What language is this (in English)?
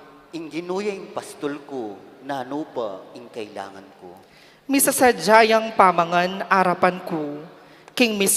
Pampanga